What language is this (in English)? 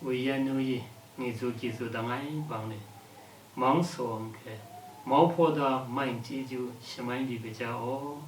Lashi